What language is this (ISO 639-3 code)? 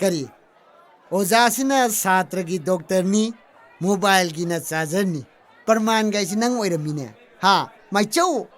mni